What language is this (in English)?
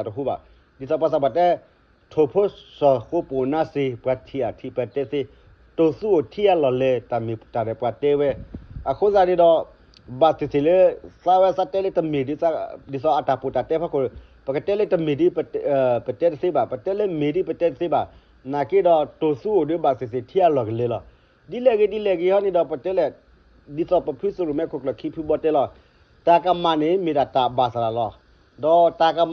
S'gaw Karen